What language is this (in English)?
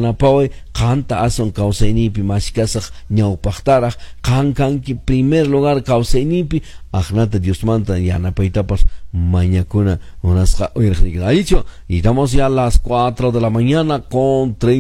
Quechua